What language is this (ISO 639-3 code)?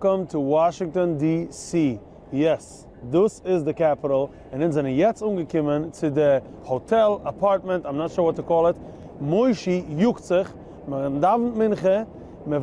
yid